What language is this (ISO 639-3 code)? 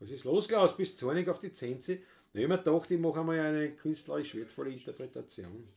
bar